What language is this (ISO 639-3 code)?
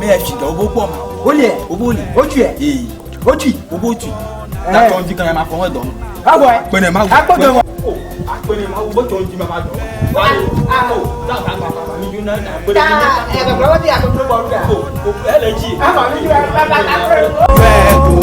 ewe